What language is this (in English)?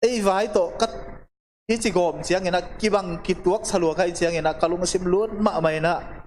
Tedim Chin